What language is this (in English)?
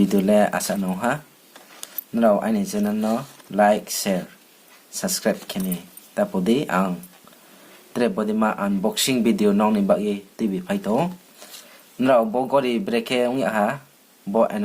Riang (India)